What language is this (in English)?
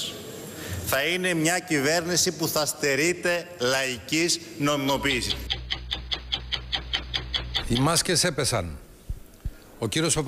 Greek